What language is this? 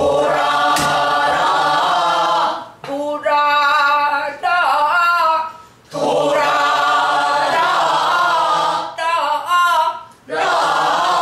Korean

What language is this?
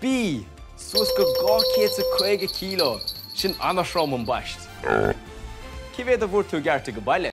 Irish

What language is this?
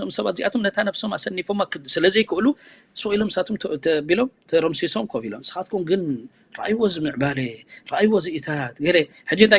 Tigrinya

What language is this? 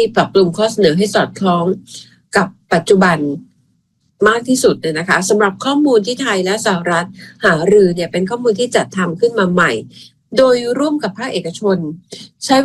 Thai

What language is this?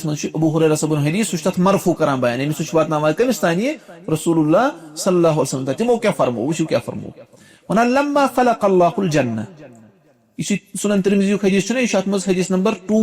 Kashmiri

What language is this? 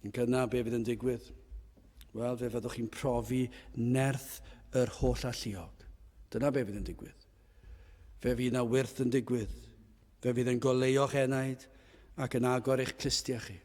Welsh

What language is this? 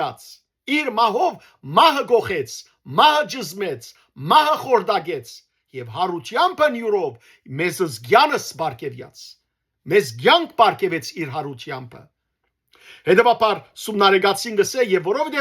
Western Armenian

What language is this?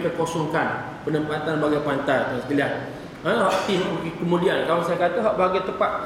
Malay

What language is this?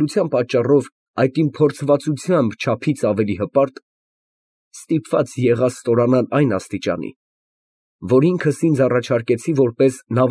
Armenian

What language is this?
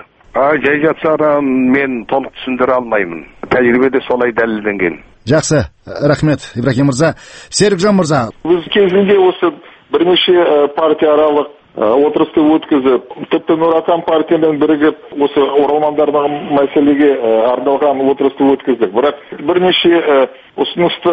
Kazakh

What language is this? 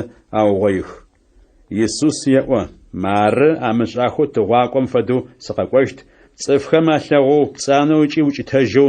Adyghe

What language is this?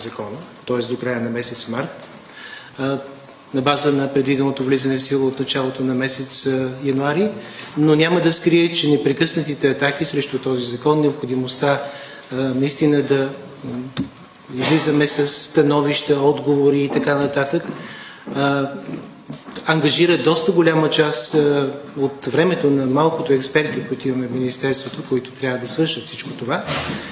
Bulgarian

